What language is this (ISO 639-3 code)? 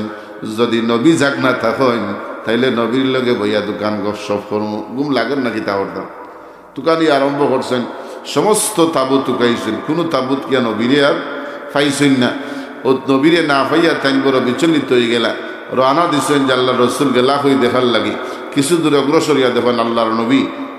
syl